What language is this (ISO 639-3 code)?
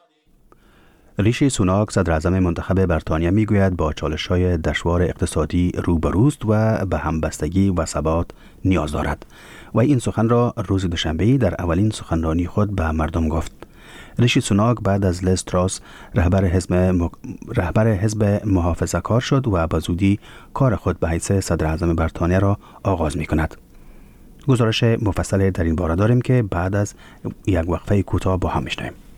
fas